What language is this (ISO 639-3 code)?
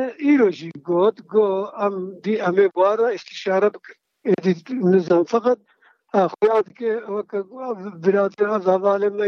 kur